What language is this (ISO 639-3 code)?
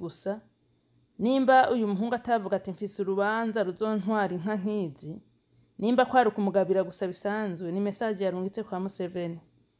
run